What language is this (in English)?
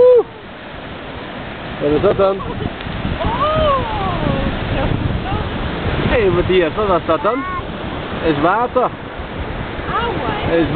Dutch